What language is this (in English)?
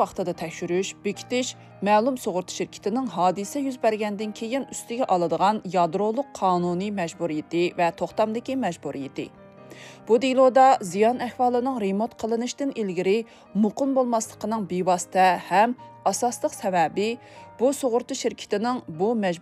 Uyghur